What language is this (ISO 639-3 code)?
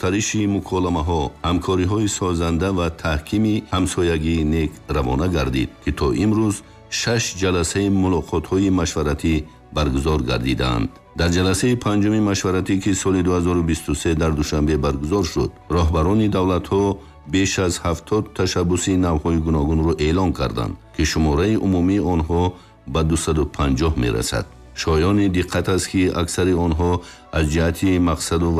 tgk